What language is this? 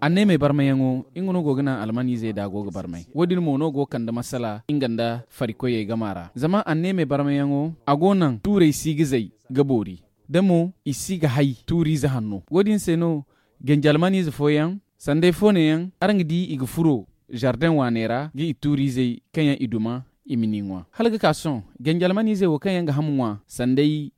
Zarma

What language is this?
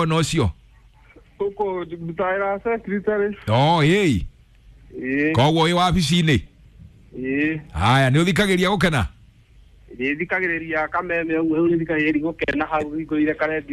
Kikuyu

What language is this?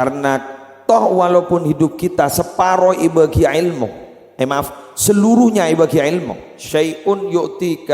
Madurese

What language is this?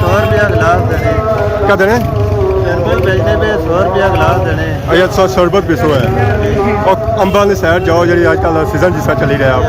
Pahari-Potwari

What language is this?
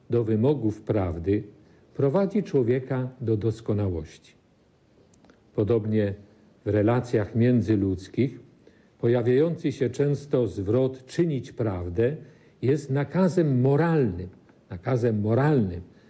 Polish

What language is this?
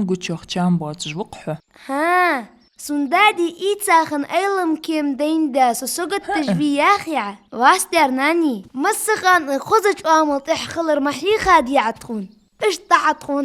Ingush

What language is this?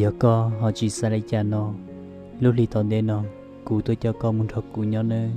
Hmong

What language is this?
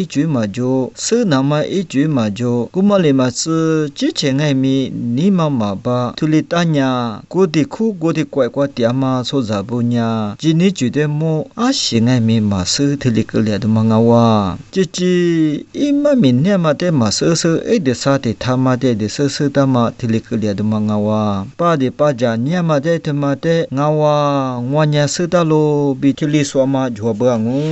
Lisu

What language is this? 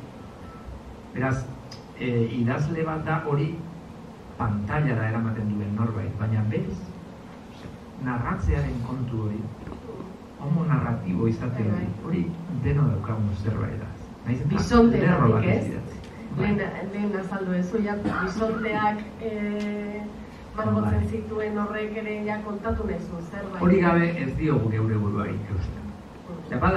Basque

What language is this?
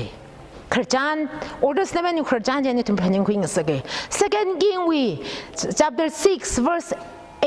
Tangkhul Naga (India)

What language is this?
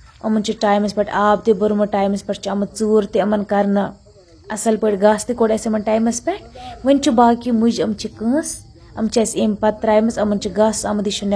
Kashmiri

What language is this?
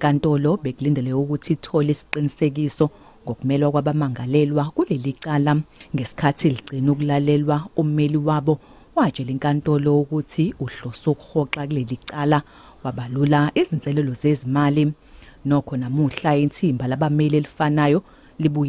Zulu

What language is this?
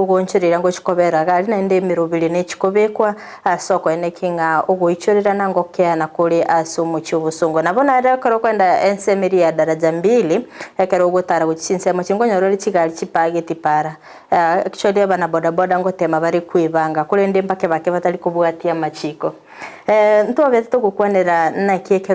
Gusii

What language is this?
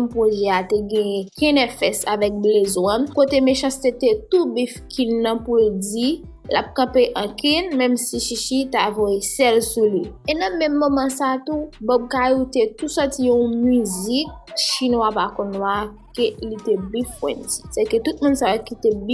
Haitian Creole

